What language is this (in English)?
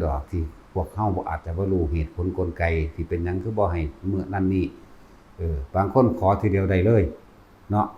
Northeastern Thai